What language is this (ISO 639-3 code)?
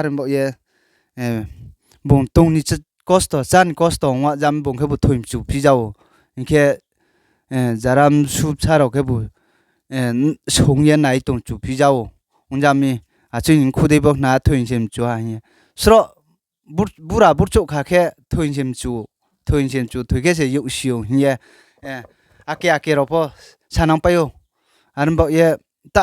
ria